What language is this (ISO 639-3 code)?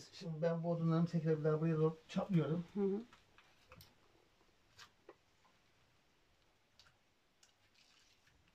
tur